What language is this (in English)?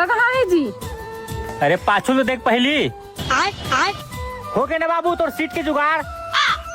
Chhattisgarhi